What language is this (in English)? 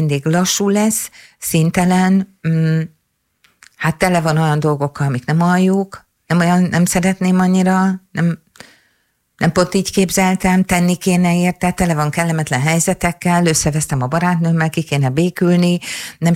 Hungarian